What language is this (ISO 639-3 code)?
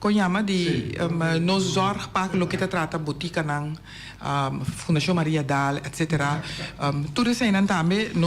pap